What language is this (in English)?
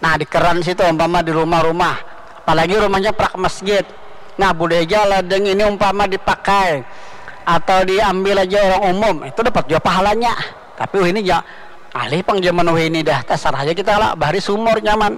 Banjar